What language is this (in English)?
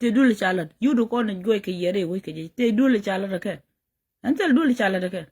Nuer